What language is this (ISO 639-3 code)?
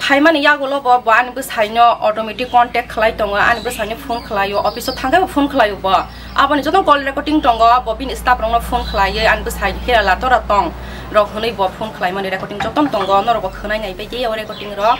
trp